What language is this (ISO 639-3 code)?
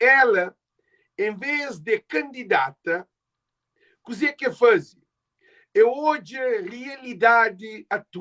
kea